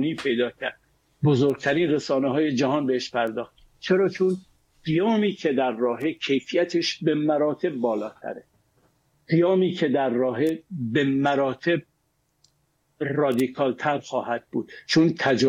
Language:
Persian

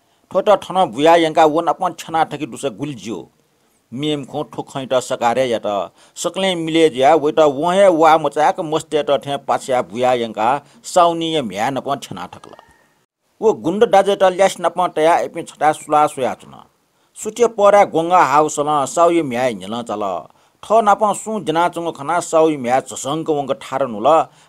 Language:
Newari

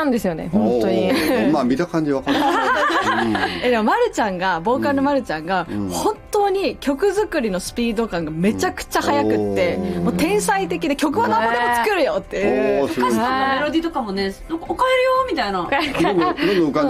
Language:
Japanese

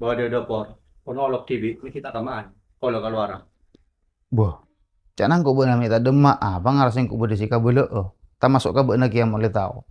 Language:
Madurese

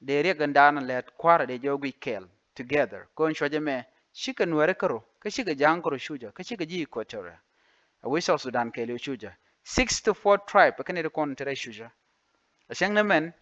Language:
Nuer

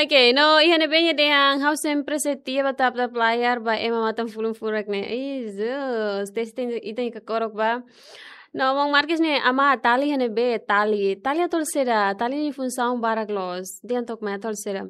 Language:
Tetum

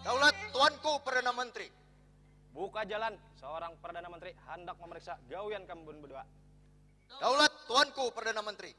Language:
Banjar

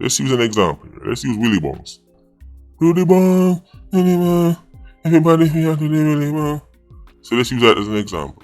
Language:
Jamaican Creole English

